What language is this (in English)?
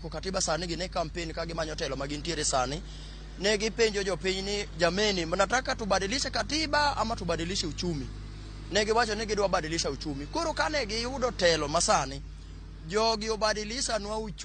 Luo (Kenya and Tanzania)